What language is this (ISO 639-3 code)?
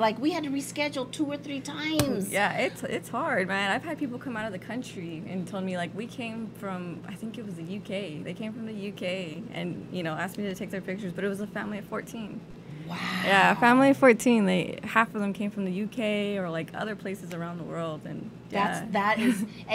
eng